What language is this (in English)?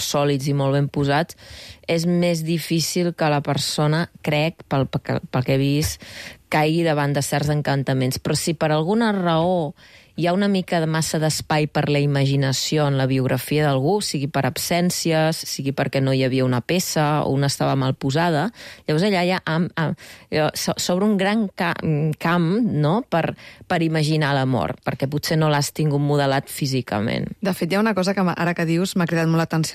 Catalan